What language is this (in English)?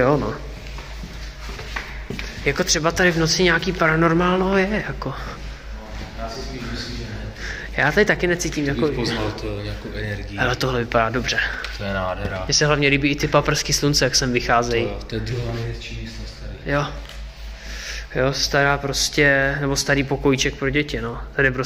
Czech